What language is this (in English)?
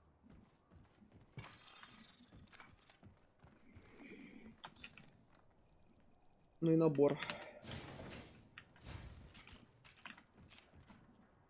Russian